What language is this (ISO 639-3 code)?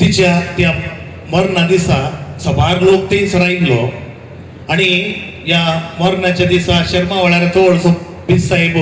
kok